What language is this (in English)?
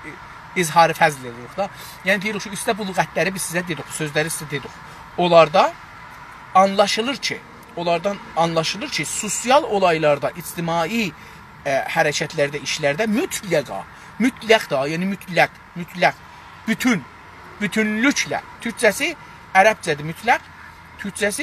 South Azerbaijani